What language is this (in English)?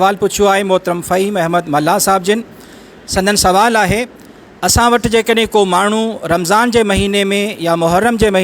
Sindhi